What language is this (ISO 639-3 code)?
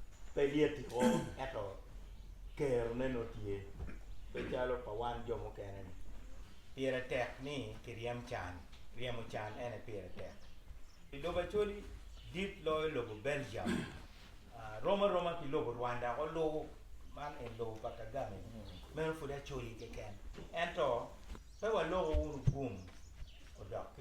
ach